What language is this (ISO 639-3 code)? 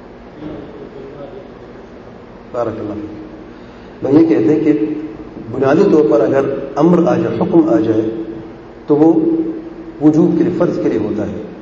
urd